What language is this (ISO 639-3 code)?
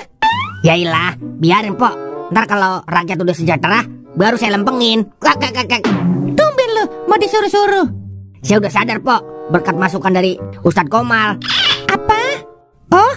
bew